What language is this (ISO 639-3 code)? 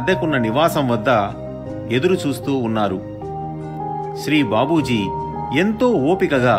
tel